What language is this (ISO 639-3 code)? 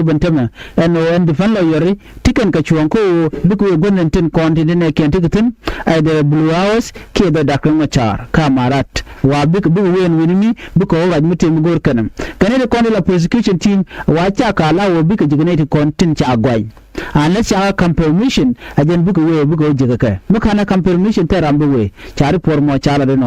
nus